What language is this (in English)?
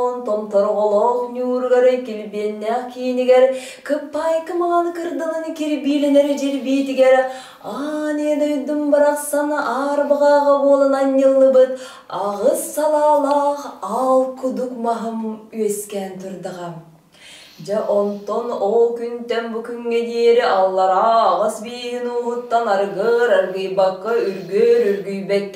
Yakut